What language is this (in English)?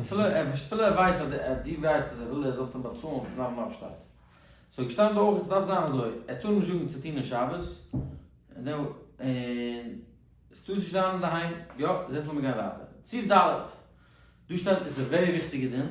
Yiddish